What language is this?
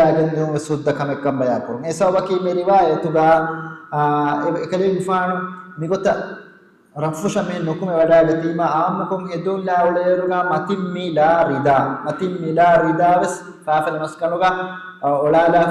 Divehi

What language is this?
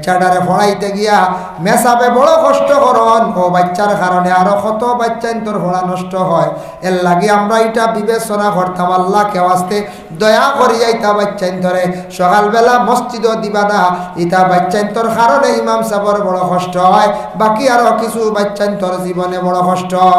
Sylheti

